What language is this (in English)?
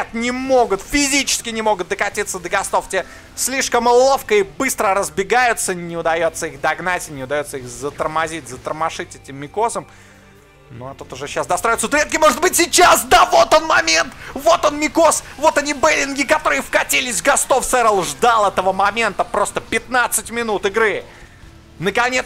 Russian